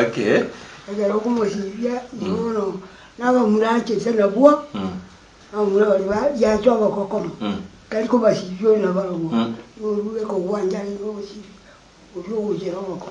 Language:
Gusii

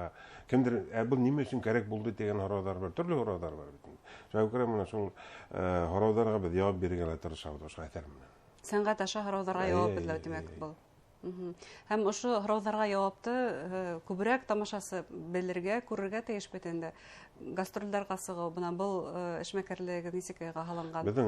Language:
Bashkir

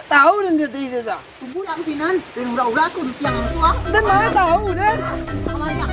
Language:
Minangkabau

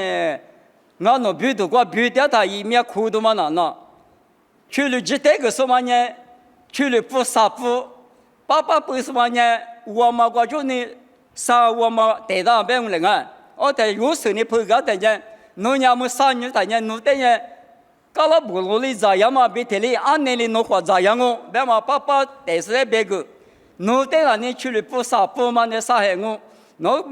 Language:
Lisu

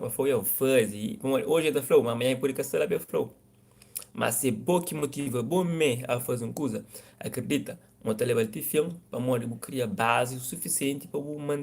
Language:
Kabuverdianu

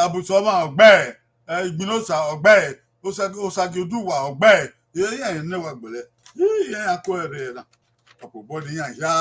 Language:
Bini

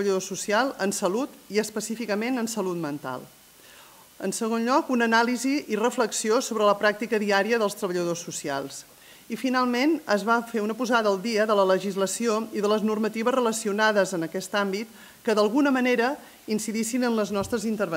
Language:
Catalan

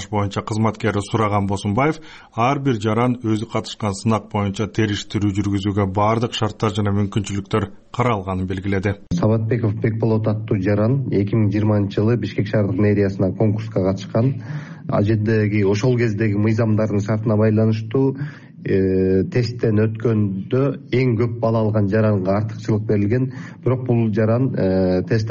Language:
Kyrgyz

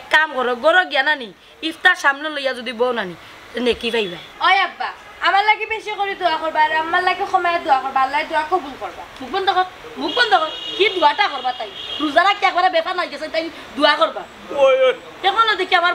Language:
Sylheti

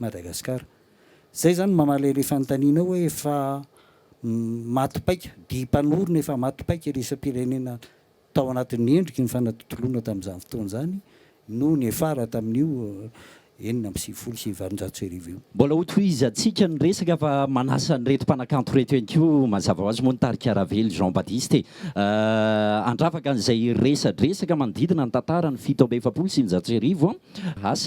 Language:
Malagasy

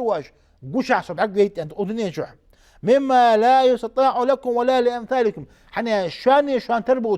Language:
Ingush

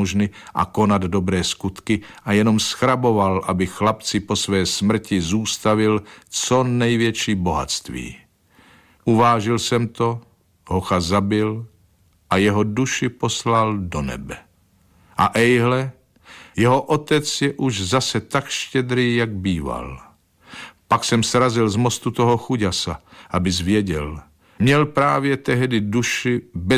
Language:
Czech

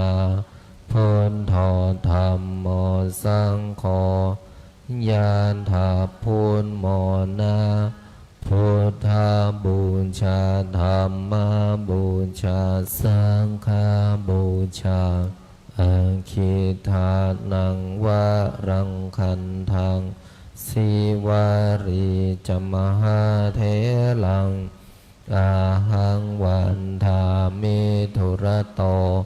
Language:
Pali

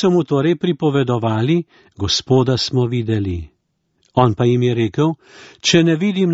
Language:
Slovenian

